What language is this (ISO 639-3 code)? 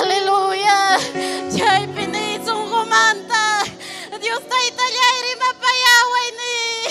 quy